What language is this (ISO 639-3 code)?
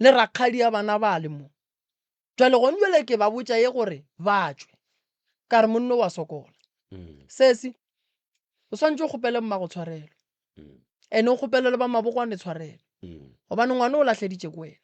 nso